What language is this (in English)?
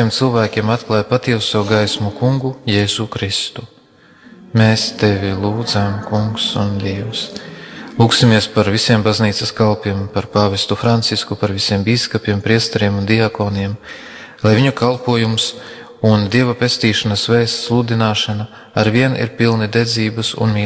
Latvian